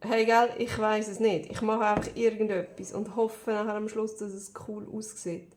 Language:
Swiss German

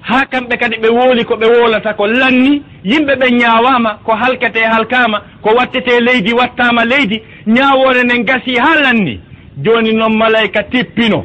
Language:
Fula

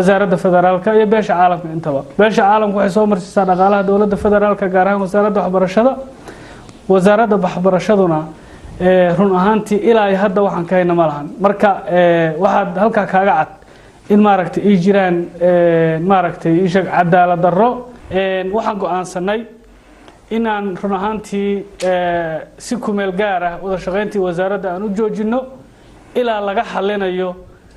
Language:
Somali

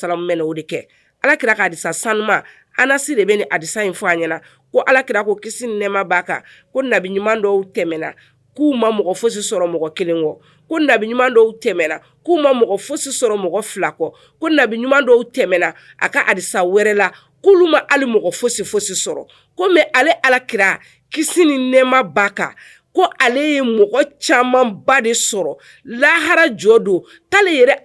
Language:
Bambara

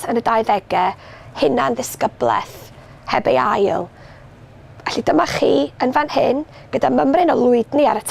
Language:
Welsh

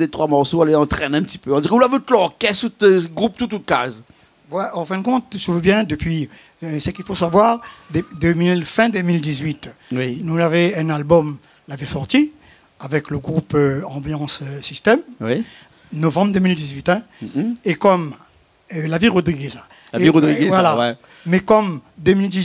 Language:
Réunion Creole French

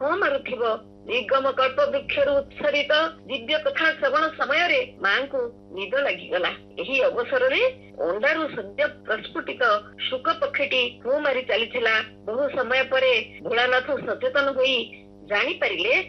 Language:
Odia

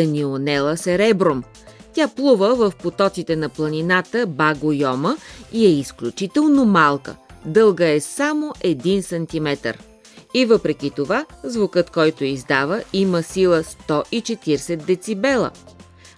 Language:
Bulgarian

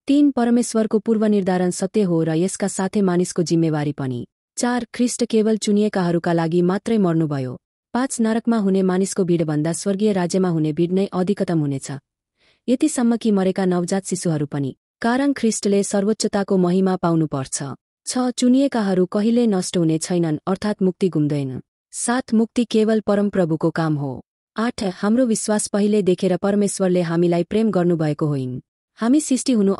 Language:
Nepali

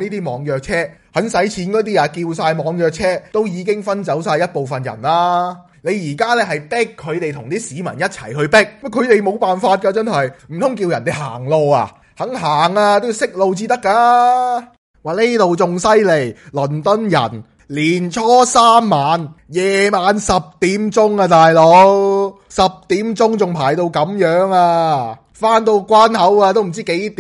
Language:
Cantonese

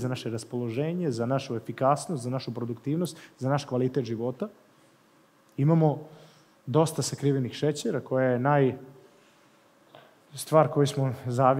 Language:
Serbian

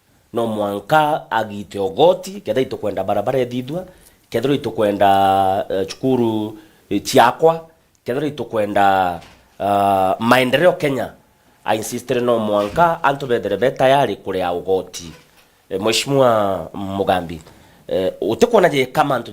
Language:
Meru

